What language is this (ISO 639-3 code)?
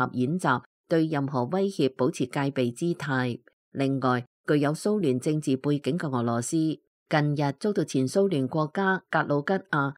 yue